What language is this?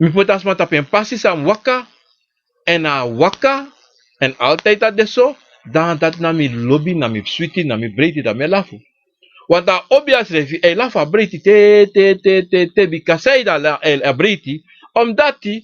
Sranan Tongo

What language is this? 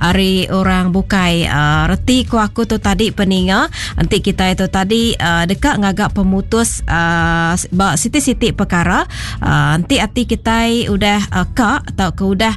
Iban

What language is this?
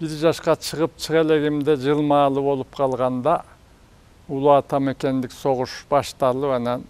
Kyrgyz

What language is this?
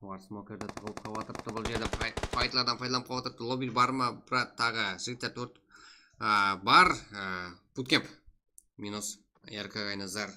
Kara-Kalpak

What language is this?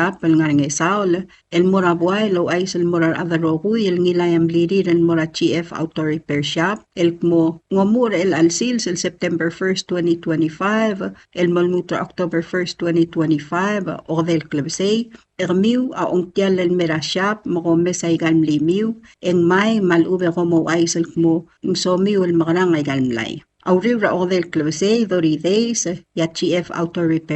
Palauan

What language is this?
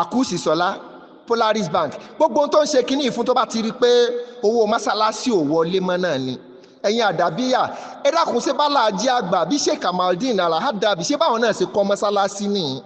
Yoruba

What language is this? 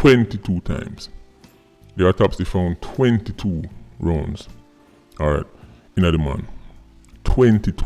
Jamaican Creole English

